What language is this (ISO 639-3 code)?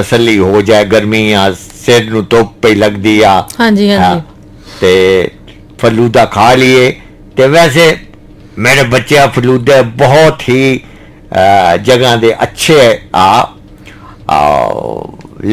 pan